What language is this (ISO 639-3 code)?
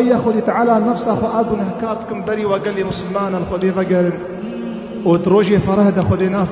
kur